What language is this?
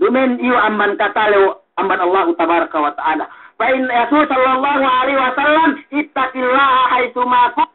Yakan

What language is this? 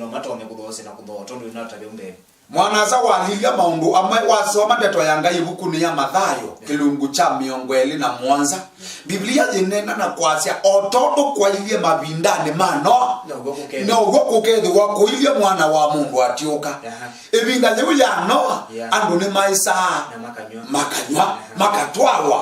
Kamba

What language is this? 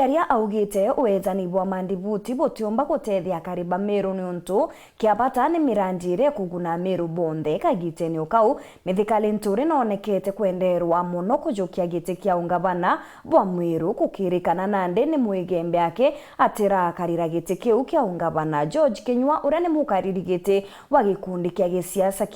Meru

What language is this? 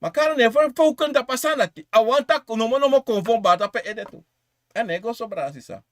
Sranan Tongo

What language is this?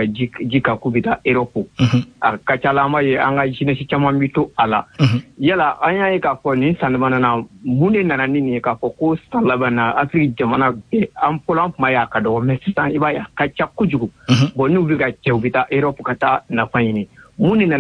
Bambara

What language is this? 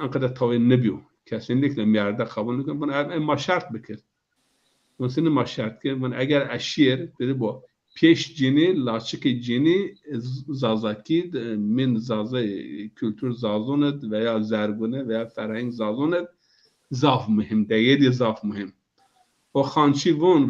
Zaza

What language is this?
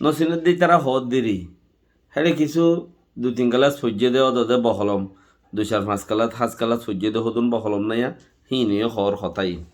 Rohingya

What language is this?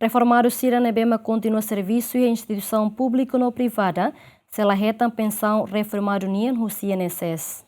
Tetum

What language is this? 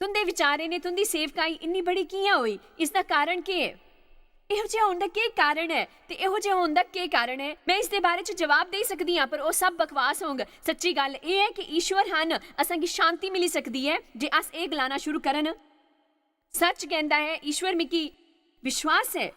Dogri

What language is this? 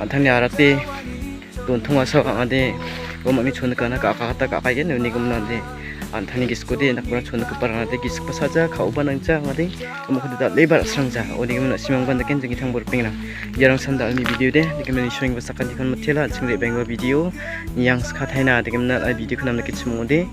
Garo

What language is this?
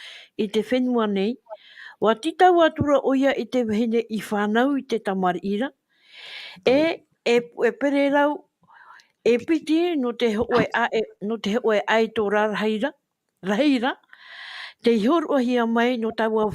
Tahitian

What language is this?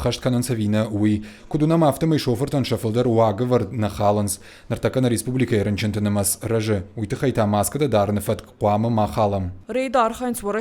Ossetic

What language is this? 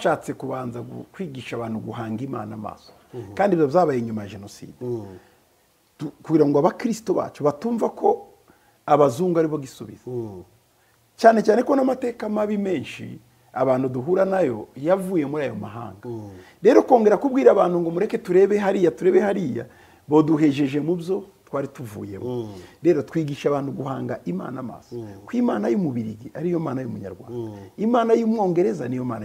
Kinyarwanda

